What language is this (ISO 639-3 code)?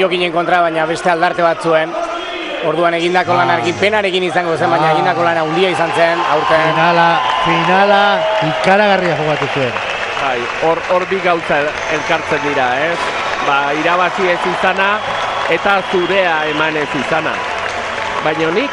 eus